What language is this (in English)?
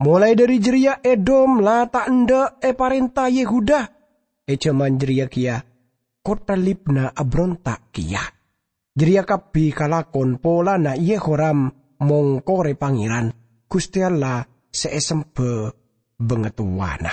Madurese